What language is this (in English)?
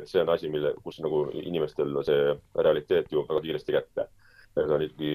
Estonian